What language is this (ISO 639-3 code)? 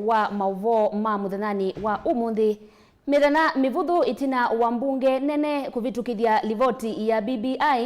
kam